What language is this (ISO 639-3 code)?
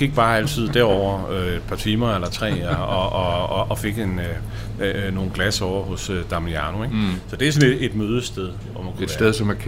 dan